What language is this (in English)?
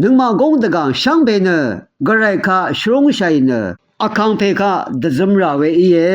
Rawang